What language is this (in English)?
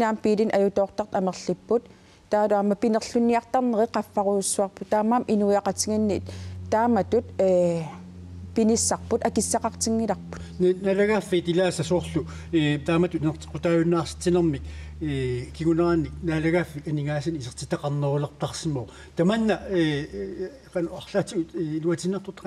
Kalaallisut